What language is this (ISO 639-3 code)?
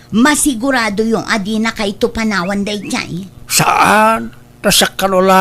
ilo